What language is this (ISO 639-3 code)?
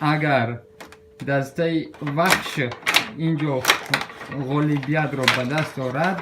tgk